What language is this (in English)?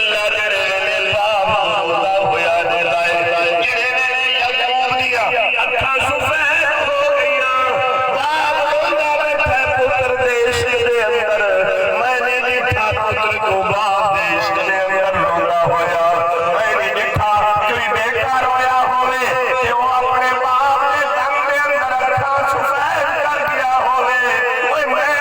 Saraiki